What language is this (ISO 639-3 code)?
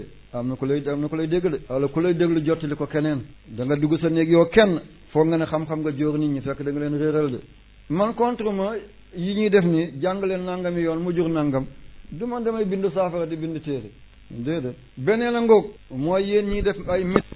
wol